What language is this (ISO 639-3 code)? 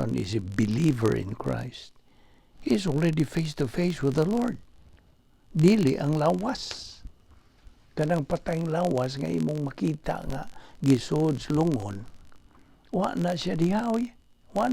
ceb